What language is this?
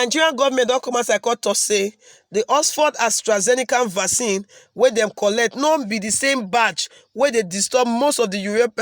Nigerian Pidgin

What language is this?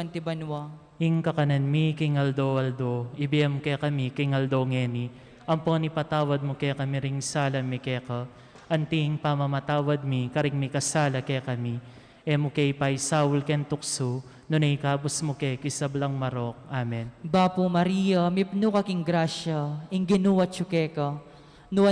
Pampanga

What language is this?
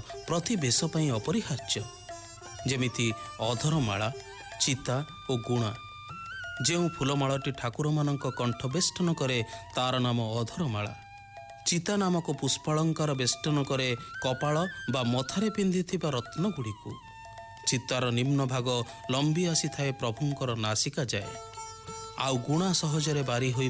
Odia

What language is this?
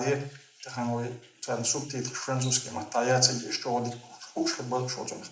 Chechen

